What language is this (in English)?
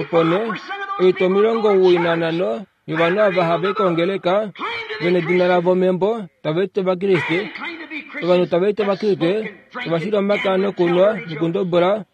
Kuanyama